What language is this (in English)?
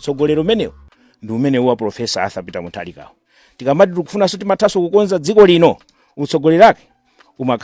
Nyanja